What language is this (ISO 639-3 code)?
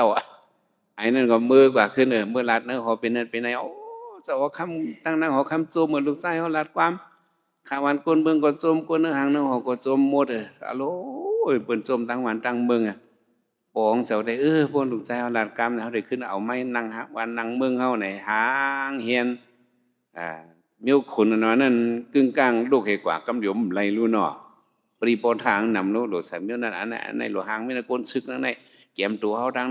shn